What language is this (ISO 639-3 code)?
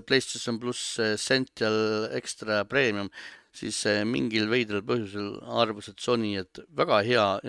est